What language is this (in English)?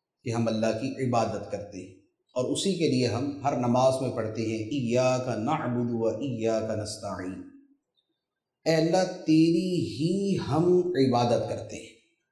Urdu